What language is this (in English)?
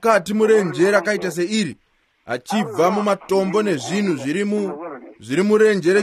Shona